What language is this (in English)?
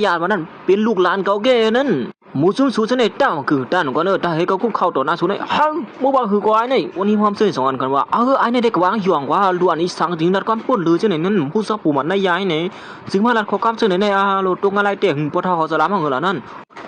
Shan